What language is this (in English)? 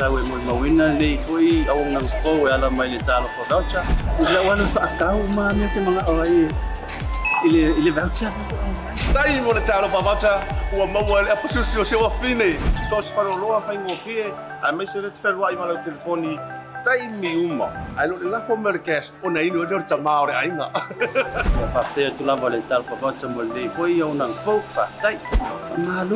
Samoan